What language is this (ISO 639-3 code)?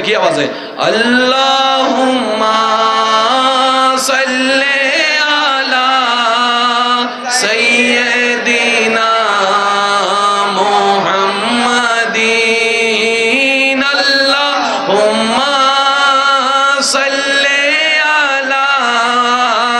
ben